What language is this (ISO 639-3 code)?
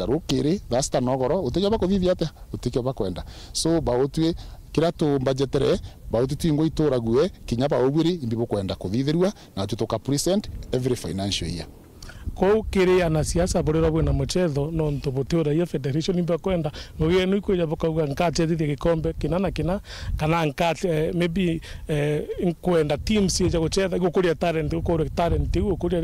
mer